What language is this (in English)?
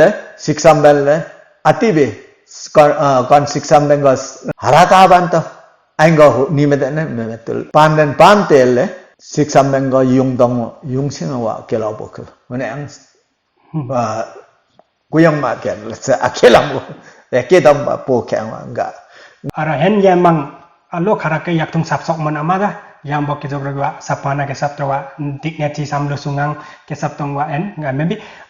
Limbu